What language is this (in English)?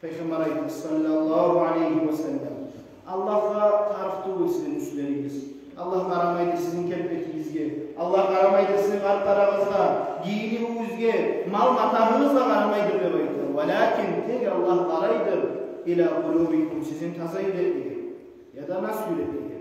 Kumyk